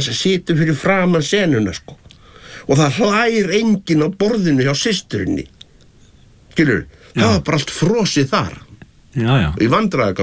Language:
Icelandic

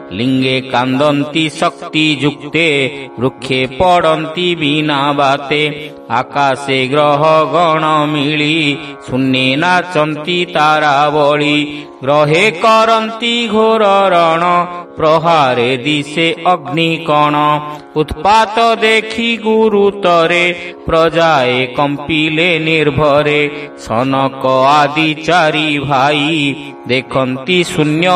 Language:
Odia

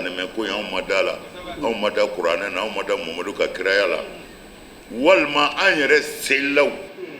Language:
Bambara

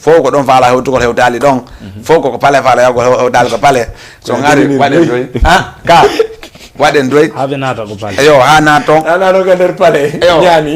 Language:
Fula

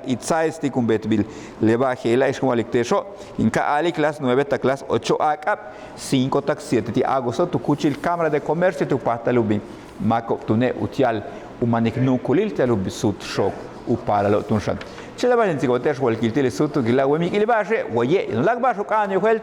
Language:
Yucateco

